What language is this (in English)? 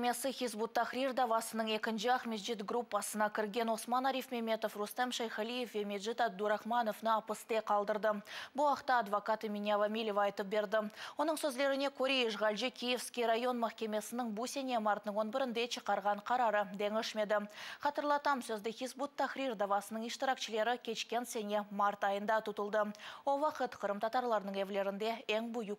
Crimean Tatar